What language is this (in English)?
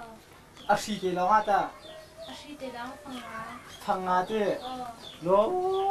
Hakha Chin